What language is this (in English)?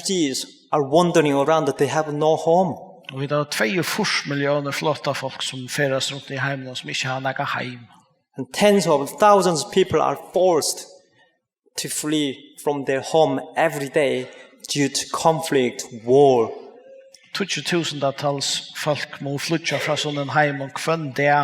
Faroese